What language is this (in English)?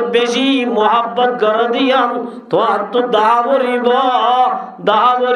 Rohingya